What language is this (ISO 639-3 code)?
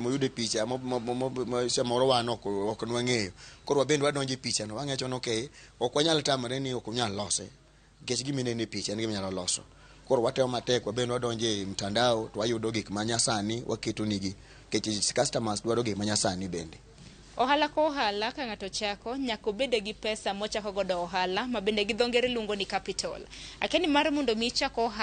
luo